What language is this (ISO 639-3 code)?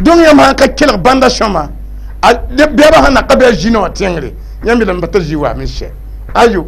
mos